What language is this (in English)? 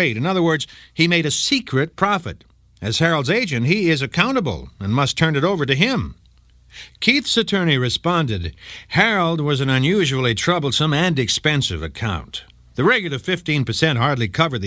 English